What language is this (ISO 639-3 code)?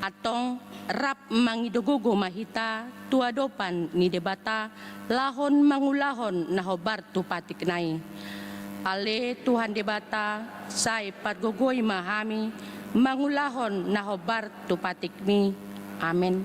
bbc